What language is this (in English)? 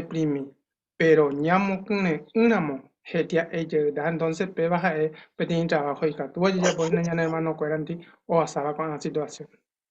Guarani